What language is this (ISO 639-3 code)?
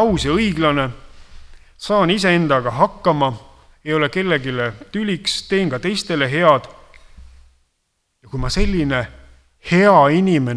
est